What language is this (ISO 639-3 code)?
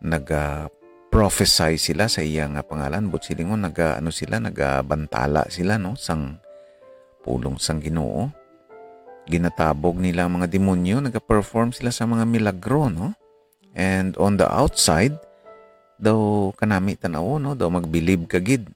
hil